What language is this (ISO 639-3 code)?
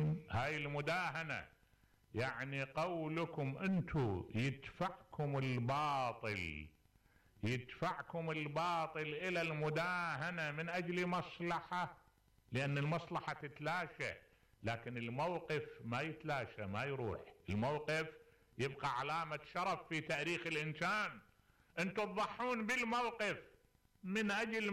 acm